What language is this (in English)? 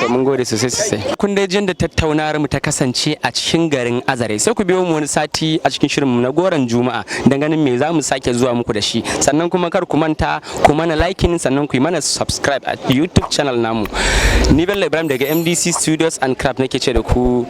Hausa